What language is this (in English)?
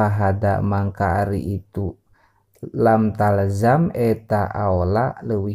Sundanese